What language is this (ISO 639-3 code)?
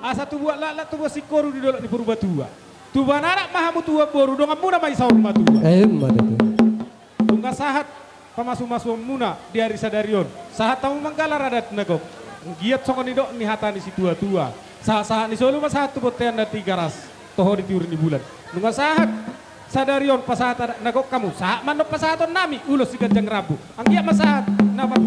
bbc